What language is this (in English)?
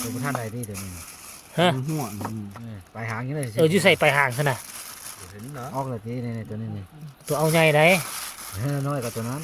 Northeastern Thai